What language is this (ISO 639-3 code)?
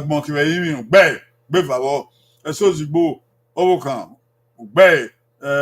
bin